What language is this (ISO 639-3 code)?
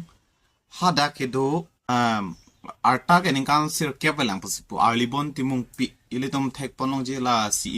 mjw